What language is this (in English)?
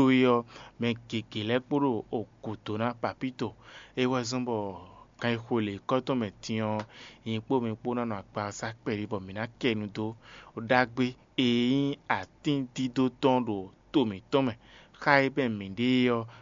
Fon